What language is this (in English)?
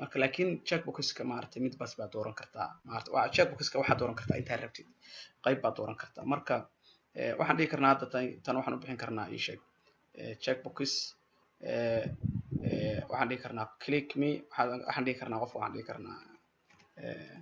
Somali